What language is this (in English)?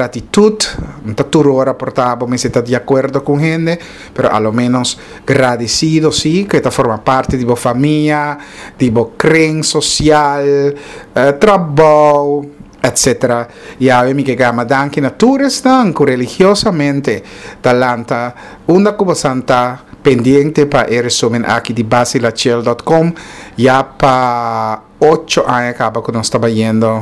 Papiamento